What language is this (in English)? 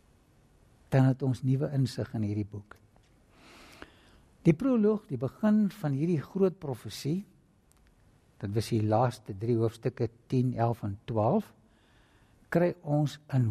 Afrikaans